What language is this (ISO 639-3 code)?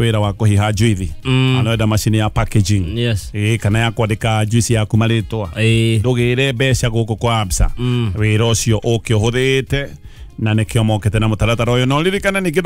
kik